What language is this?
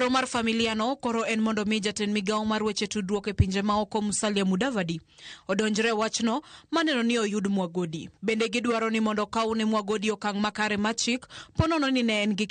Luo (Kenya and Tanzania)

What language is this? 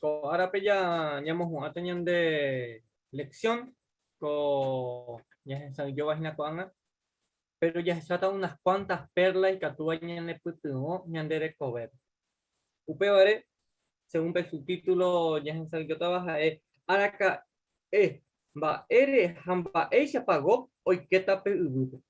Guarani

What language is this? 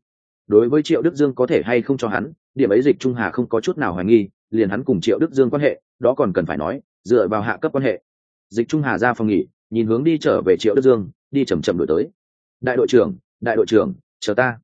Vietnamese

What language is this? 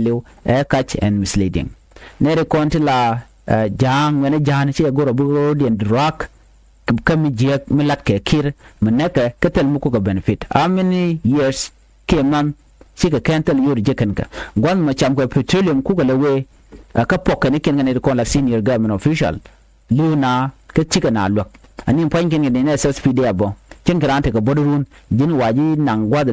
Nuer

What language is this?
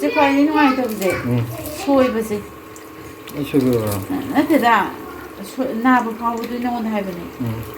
Manipuri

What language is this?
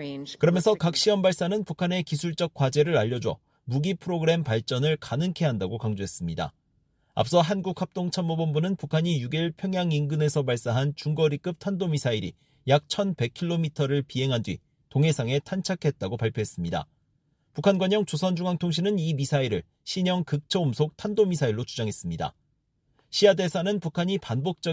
Korean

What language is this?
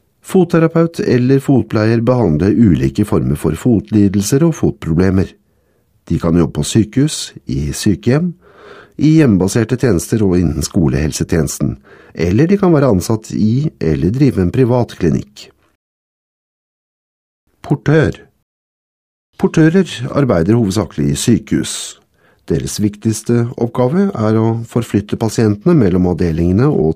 Norwegian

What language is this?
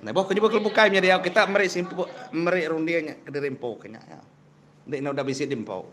Iban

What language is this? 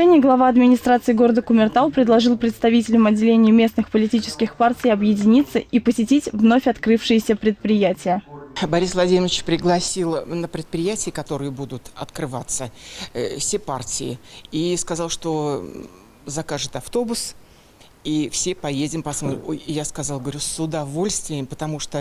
Russian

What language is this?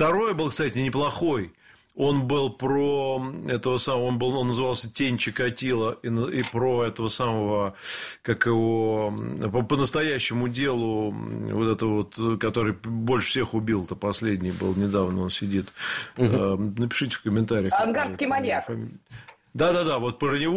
Russian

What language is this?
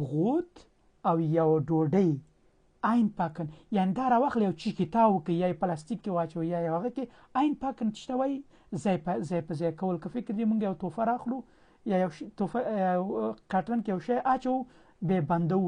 Pashto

